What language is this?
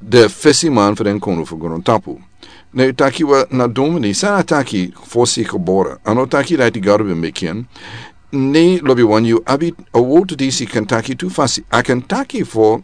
Sranan Tongo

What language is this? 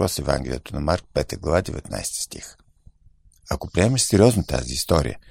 Bulgarian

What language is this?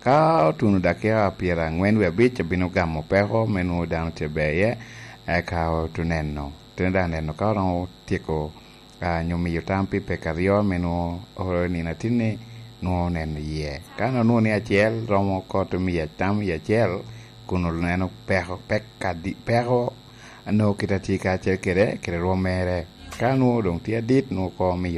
Lango (Uganda)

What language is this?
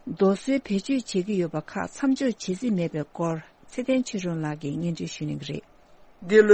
Tibetan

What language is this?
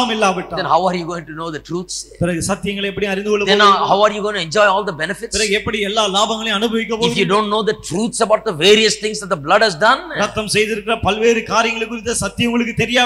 Tamil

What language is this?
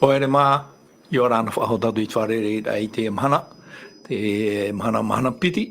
Tahitian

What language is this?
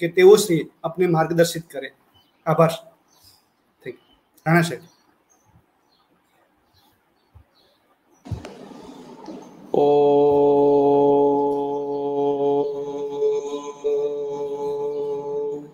Gujarati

